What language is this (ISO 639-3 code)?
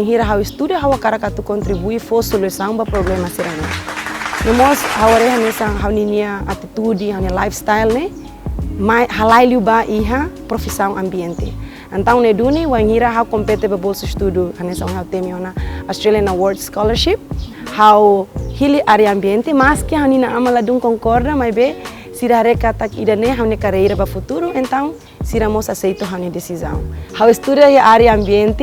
tet